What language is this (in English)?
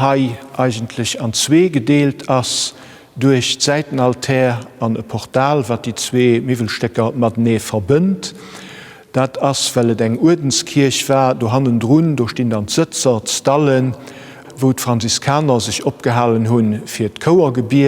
Luxembourgish